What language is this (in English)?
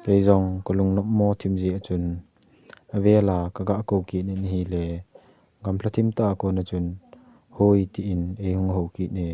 Thado Chin